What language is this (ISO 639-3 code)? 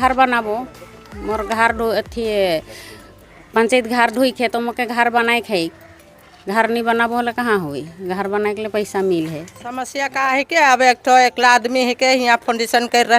sck